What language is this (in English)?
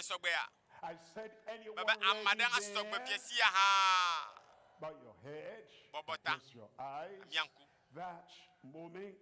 Ewe